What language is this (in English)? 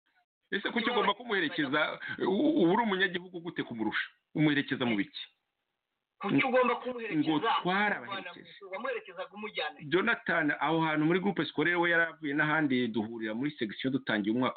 Kinyarwanda